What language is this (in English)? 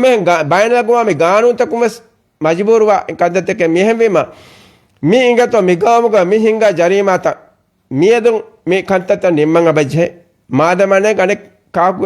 Divehi